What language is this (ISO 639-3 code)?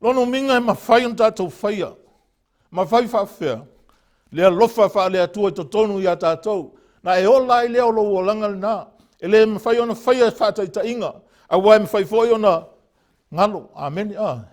smo